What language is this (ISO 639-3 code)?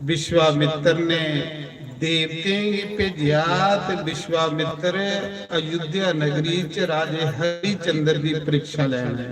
doi